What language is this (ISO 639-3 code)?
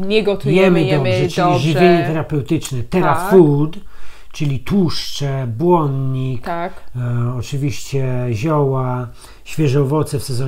pol